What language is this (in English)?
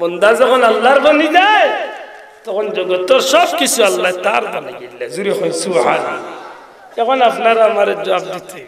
Sylheti